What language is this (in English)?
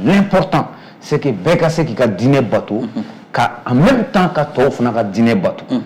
Bambara